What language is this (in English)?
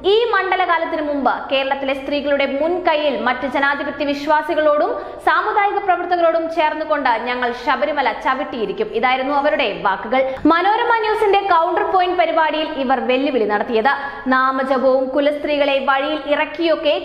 Malayalam